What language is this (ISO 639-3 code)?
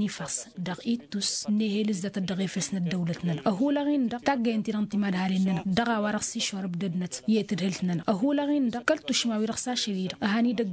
taq